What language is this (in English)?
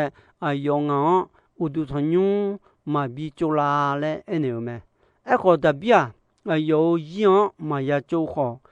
Akha